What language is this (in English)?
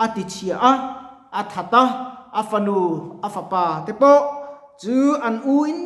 Mizo